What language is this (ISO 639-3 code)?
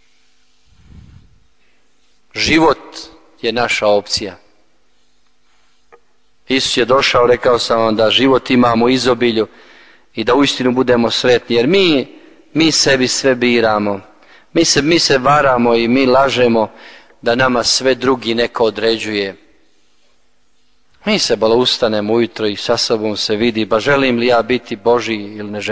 hrv